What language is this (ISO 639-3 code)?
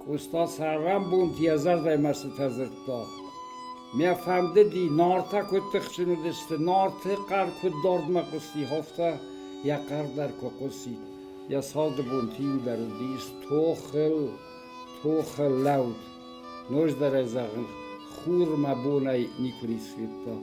oss